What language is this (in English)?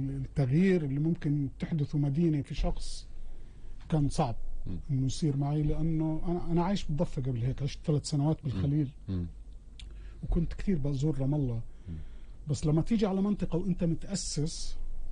North Levantine Arabic